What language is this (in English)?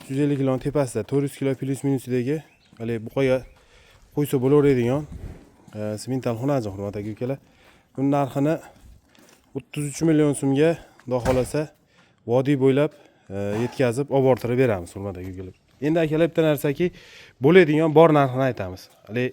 Uzbek